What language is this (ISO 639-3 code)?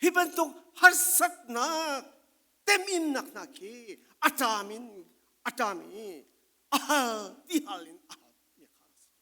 cfm